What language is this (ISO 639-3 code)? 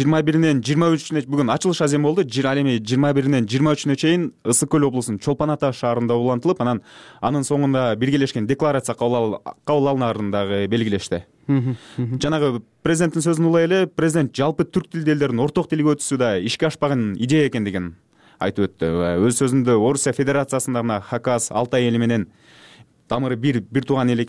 kir